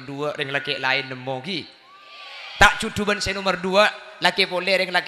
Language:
Madurese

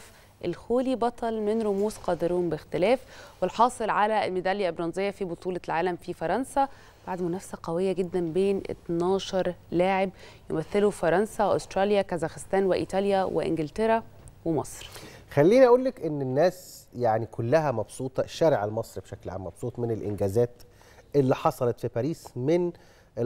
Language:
Egyptian Arabic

